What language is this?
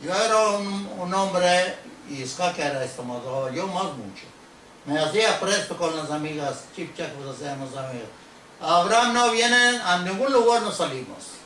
Ladino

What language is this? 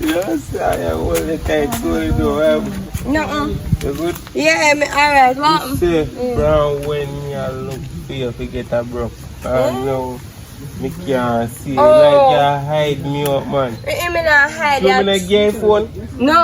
Jamaican Creole English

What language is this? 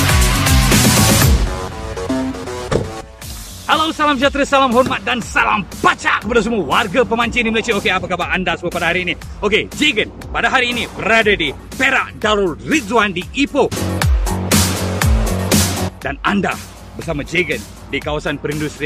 Malay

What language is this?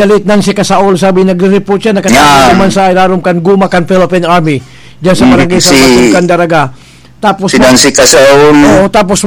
Bikol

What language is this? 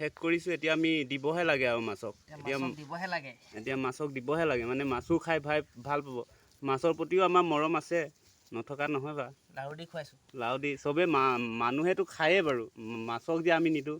Assamese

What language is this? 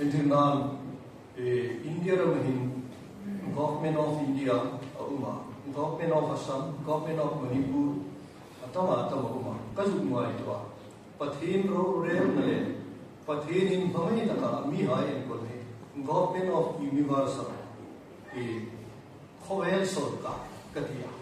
Hmar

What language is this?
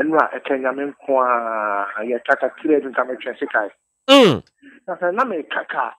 Akan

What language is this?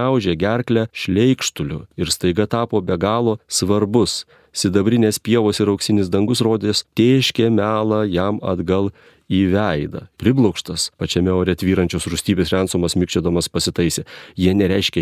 Lithuanian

